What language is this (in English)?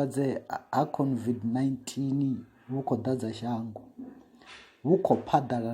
Venda